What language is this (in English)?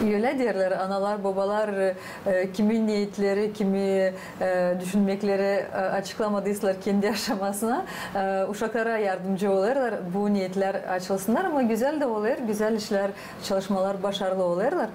Gagauz